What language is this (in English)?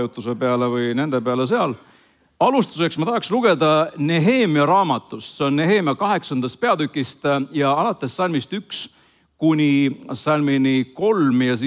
Estonian